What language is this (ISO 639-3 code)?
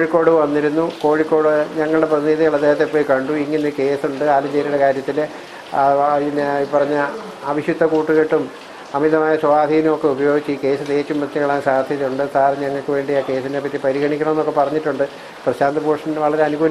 mal